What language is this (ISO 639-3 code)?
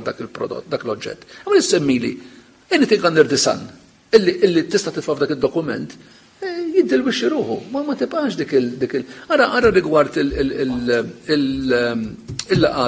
mlt